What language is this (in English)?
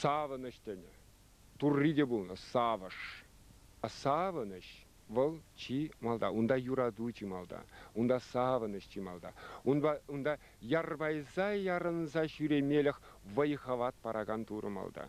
Chuvash